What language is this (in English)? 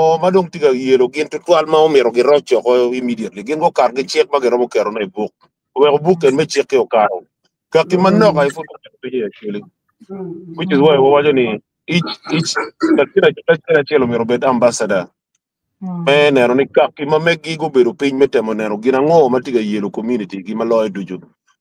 Acoli